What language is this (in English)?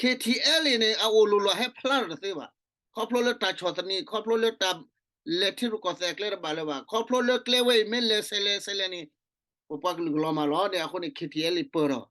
S'gaw Karen